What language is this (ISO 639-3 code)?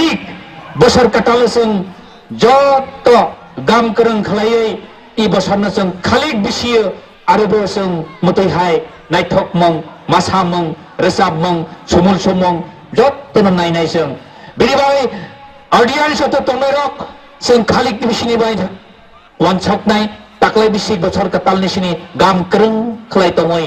trp